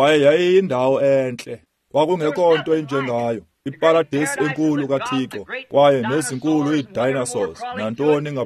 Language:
Xhosa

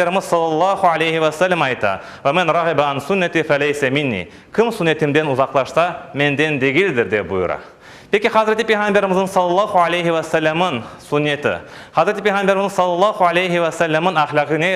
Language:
Crimean Tatar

